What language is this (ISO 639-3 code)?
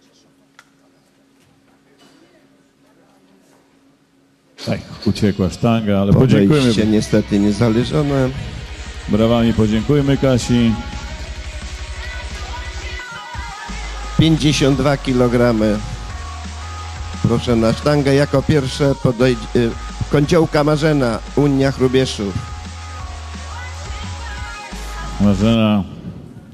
pol